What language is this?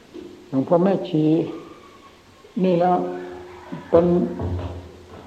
Thai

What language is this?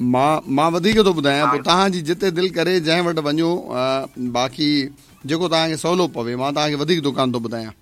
Sindhi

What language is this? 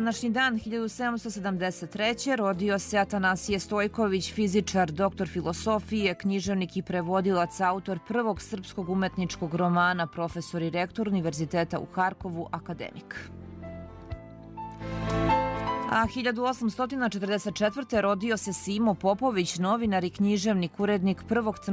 Serbian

